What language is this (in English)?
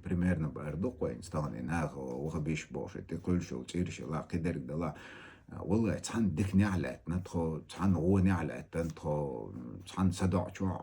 Chechen